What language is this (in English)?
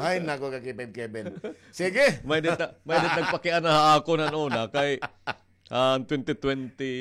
Waray